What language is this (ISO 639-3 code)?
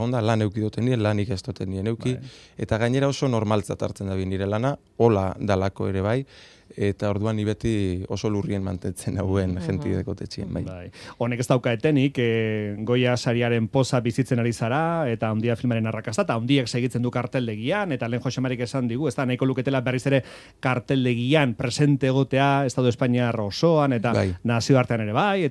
eus